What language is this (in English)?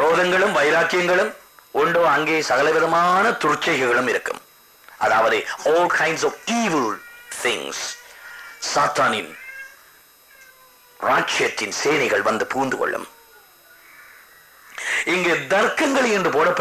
Tamil